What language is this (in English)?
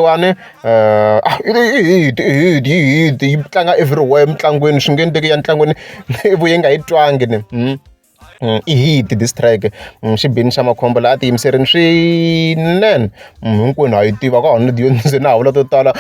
Tsonga